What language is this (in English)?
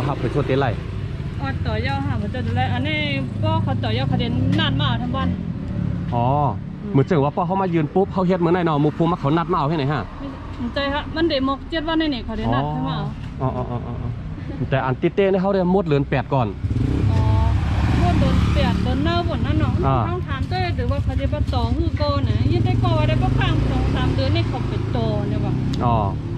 Shan